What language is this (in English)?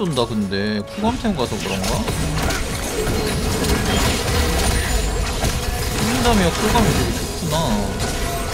Korean